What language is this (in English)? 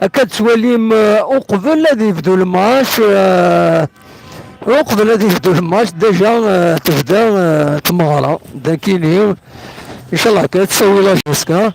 Kabyle